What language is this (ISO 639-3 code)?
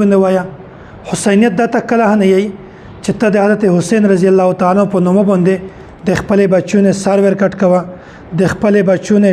pus